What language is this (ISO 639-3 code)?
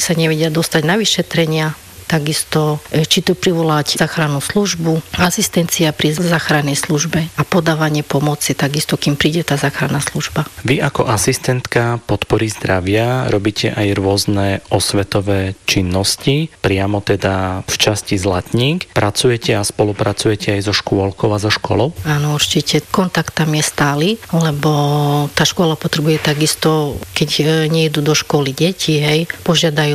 slk